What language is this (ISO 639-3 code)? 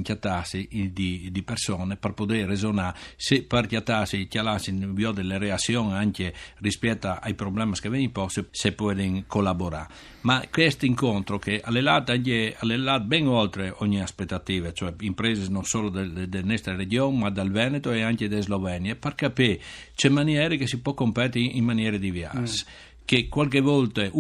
fur